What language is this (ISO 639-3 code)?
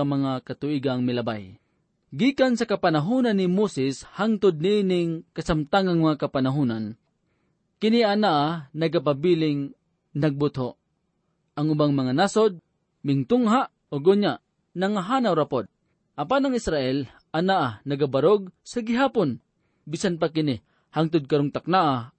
ceb